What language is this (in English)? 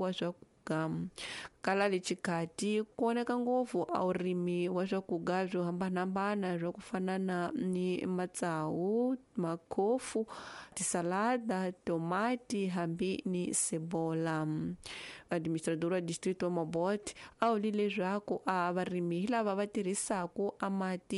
Tsonga